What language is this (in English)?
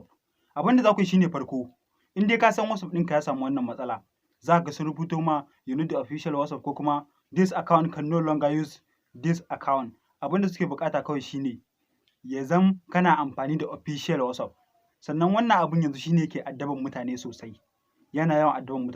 Hausa